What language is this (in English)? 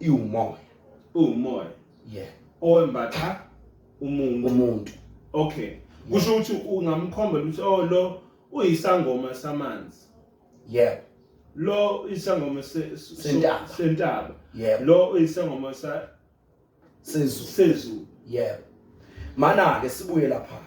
Zulu